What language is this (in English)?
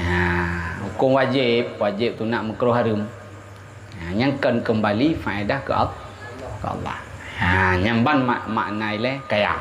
Achinese